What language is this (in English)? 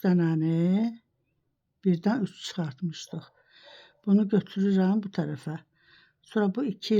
Azerbaijani